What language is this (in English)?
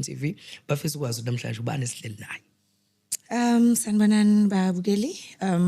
Zulu